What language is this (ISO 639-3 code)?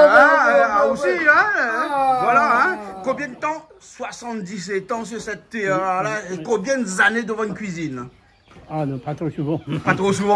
rcf